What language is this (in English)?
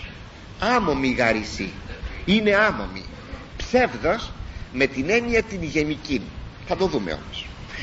Greek